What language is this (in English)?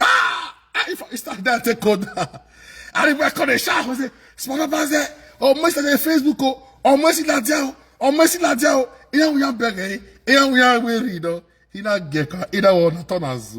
Nigerian Pidgin